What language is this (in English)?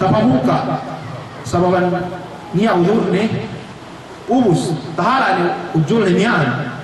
Yakan